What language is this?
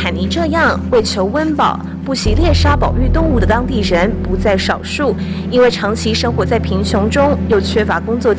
Chinese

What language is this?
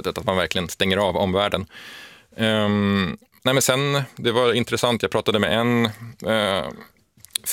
Swedish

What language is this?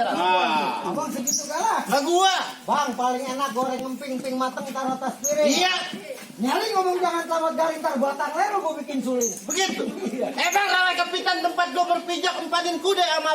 Betawi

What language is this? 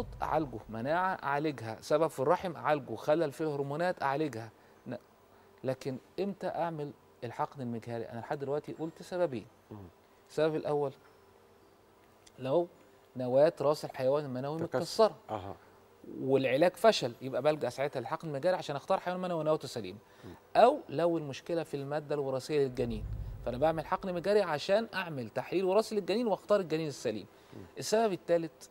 Egyptian Arabic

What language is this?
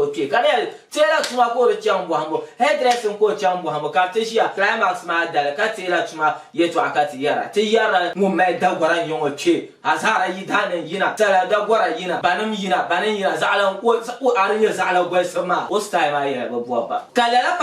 Dagbani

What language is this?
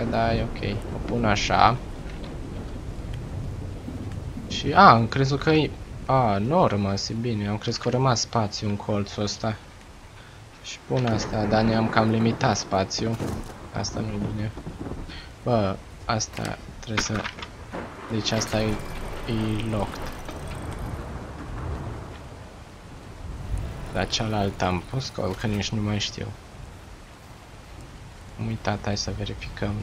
Romanian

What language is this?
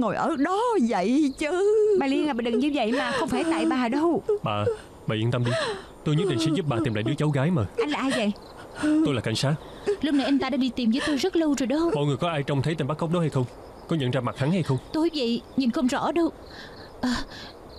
Vietnamese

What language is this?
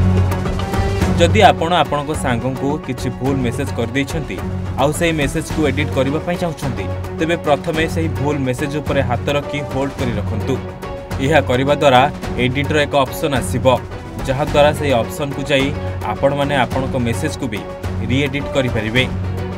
Odia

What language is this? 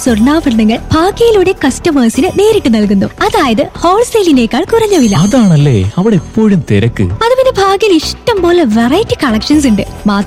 Malayalam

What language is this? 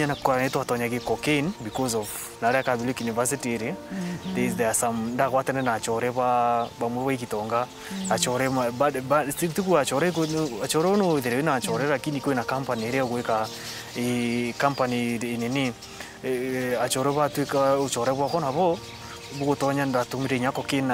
Meru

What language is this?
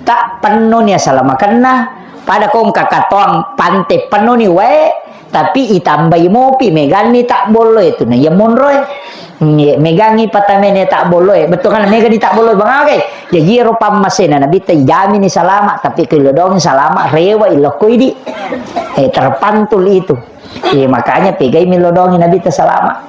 Buginese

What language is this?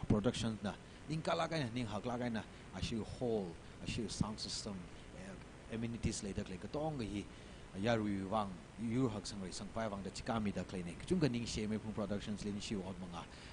Tangkhul Naga (India)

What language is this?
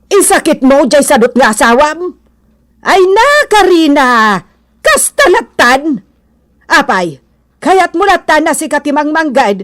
Iloko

